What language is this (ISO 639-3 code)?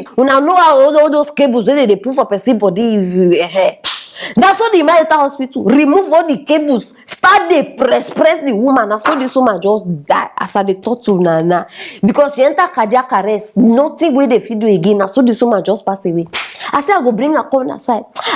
pcm